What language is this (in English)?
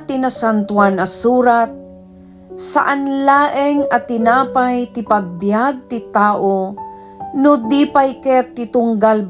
Iloko